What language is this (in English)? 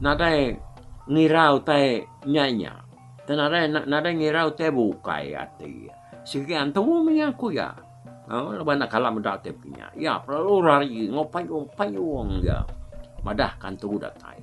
Iban